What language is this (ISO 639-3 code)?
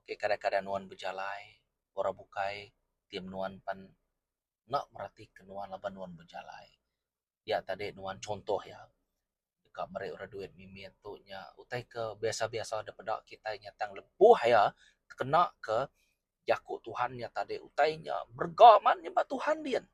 iba